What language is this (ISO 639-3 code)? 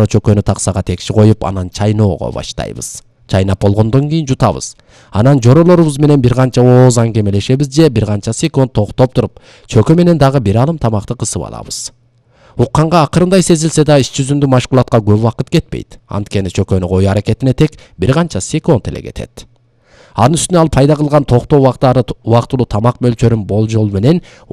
kir